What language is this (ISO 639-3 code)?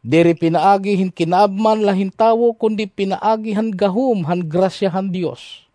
war